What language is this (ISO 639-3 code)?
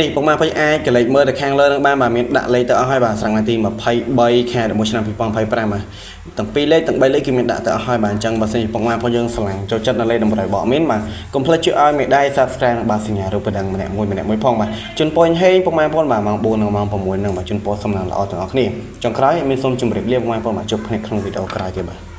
khm